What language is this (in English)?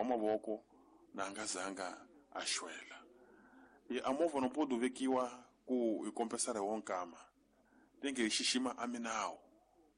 Tsonga